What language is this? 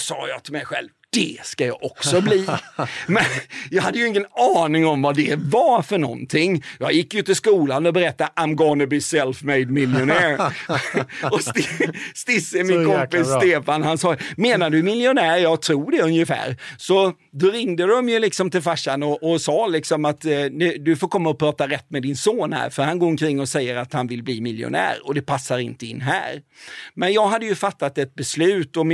Swedish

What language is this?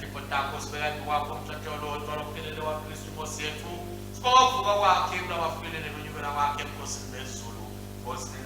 Swati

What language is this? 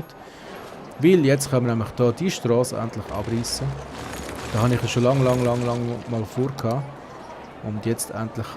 Swiss German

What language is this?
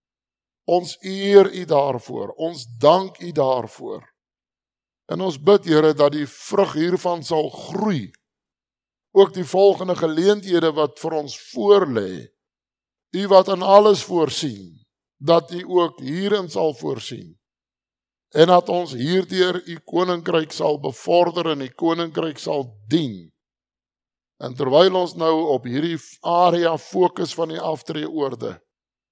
Afrikaans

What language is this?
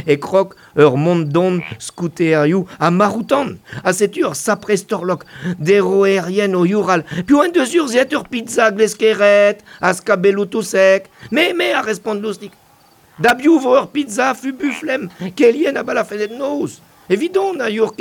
Breton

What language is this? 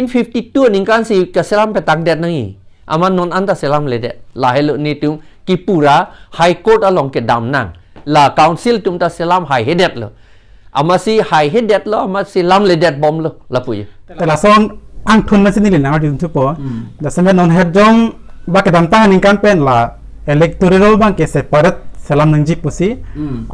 Karbi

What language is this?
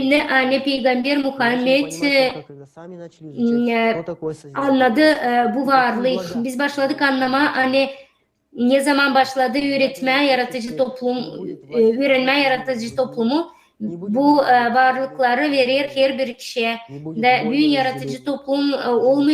Gagauz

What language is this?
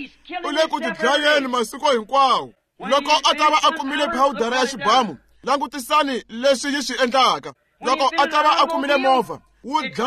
Tsonga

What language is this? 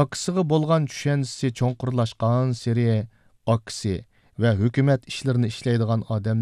Uyghur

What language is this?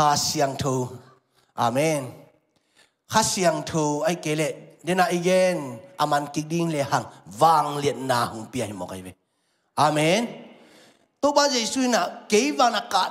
Tedim Chin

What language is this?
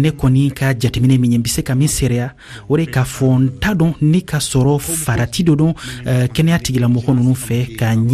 Bambara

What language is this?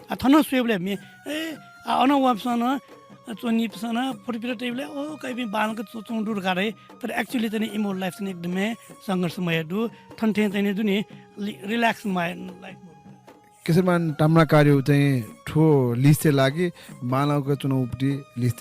Newari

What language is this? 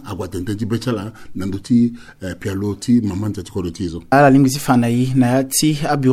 Sango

